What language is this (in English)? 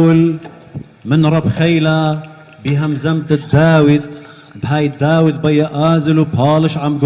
Assyrian Neo-Aramaic